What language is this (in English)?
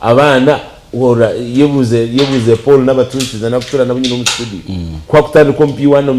Nyankole